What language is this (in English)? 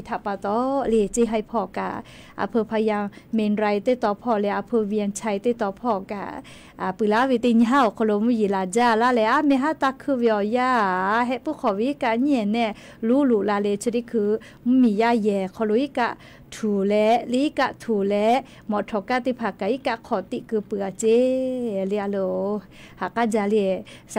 Lahu